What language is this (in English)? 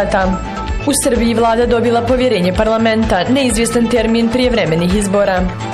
Bosnian